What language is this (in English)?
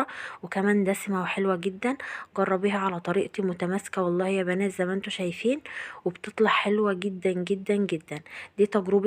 Egyptian Arabic